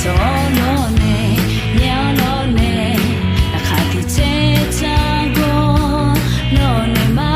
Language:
Akha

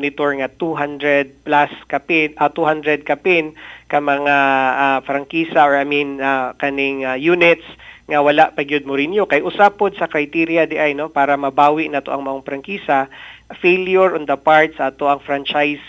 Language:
Cebuano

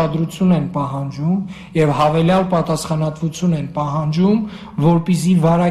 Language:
Armenian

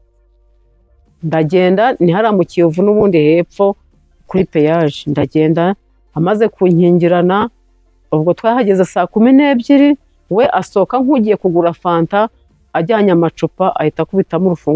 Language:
Kinyarwanda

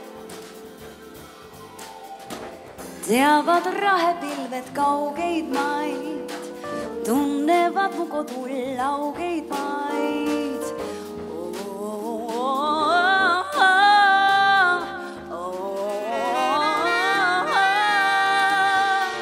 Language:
Estonian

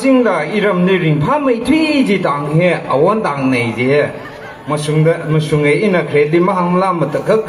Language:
Tangkhul Naga (India)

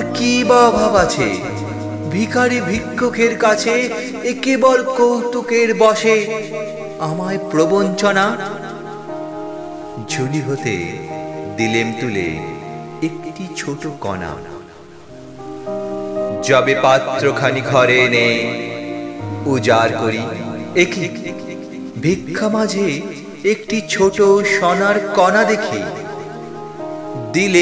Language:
Bangla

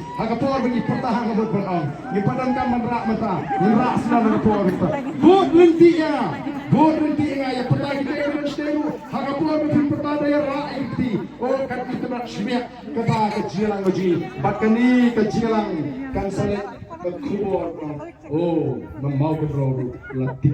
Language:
Khasi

